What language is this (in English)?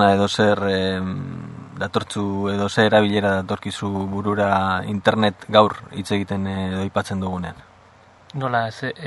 Basque